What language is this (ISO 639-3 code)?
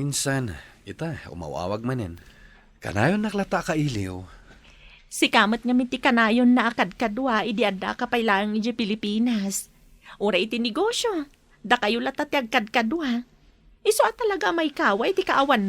ilo